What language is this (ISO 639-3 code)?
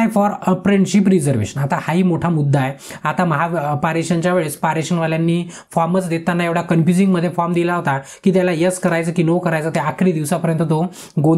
mar